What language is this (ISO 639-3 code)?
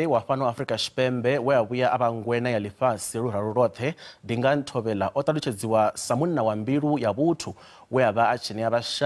ven